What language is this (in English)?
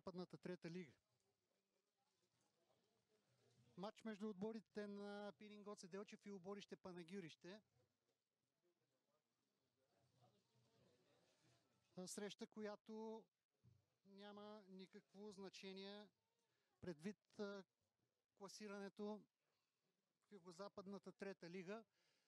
Bulgarian